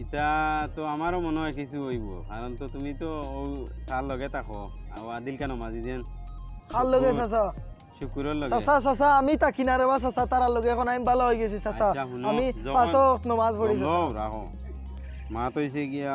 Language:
Sylheti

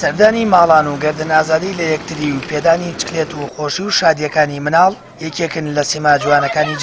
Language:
Central Kurdish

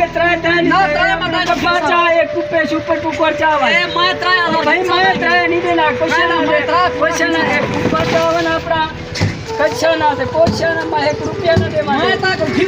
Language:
Saraiki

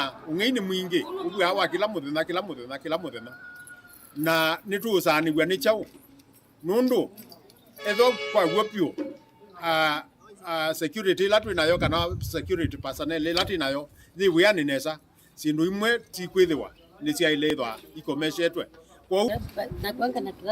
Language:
Kamba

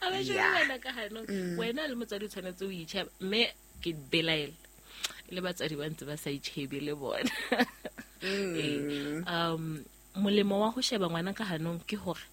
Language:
Southern Sotho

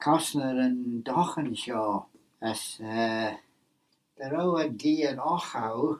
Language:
Manx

